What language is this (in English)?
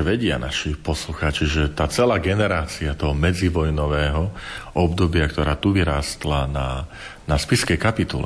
Slovak